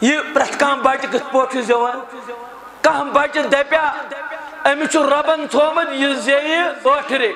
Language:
Kashmiri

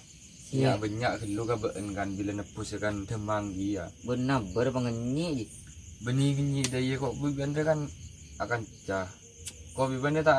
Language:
Madurese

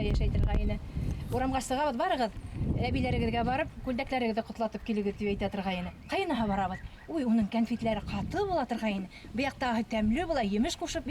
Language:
Bashkir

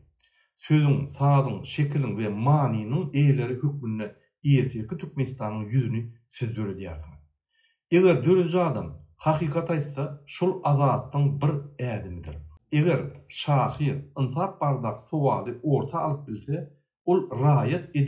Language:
Turkmen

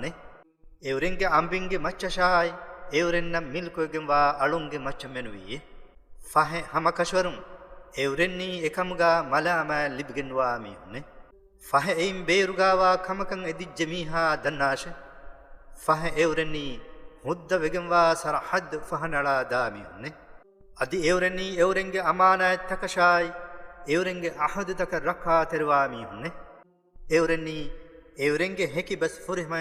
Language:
Divehi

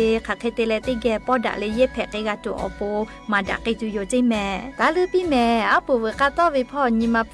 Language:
Lahu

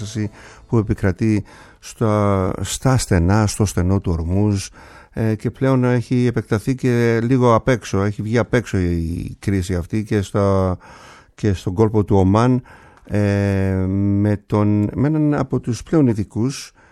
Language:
Greek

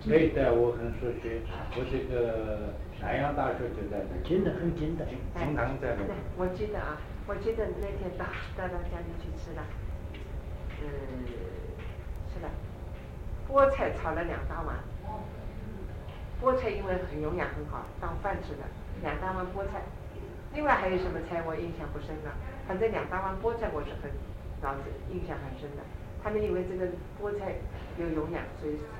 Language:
Chinese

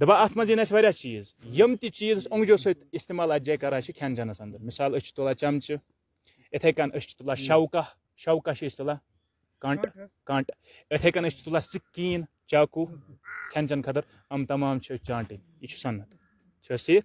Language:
Kashmiri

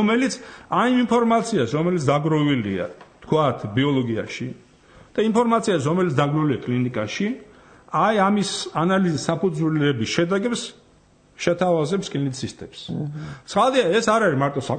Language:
Georgian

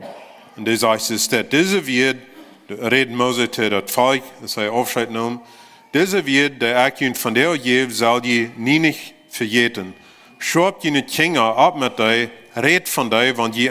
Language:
Plautdietsch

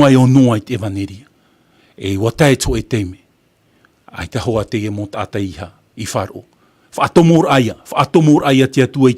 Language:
Tahitian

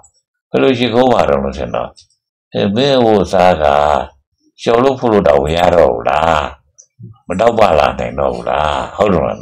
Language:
Burmese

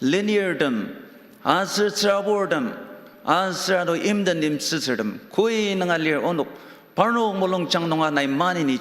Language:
Ao Naga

